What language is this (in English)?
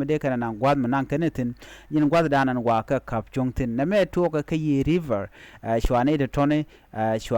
Nuer